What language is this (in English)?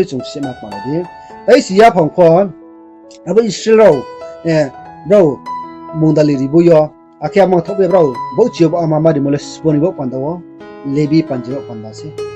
Riang (India)